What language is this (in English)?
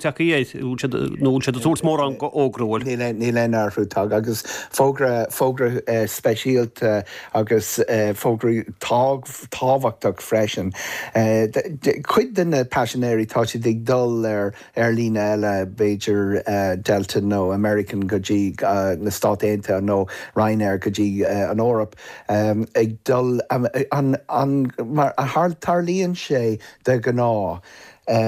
Irish